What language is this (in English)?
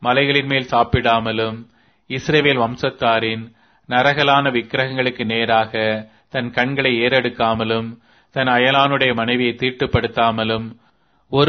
Tamil